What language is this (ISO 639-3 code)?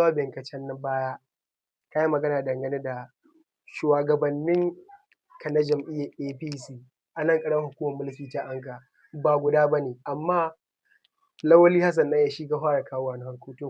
hau